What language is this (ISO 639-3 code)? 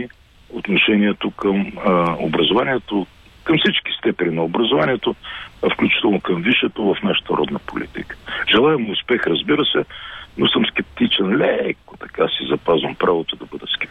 bul